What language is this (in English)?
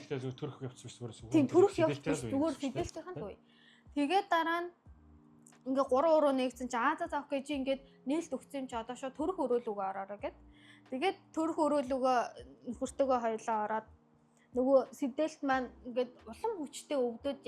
Mongolian